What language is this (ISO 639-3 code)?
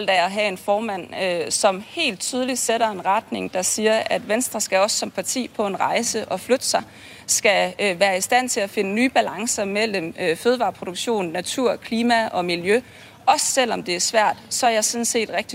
dan